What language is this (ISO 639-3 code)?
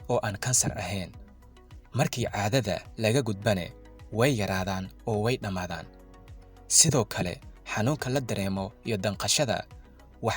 som